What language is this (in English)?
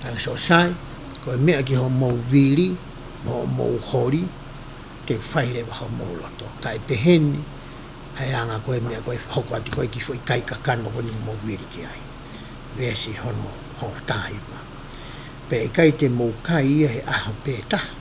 Tongan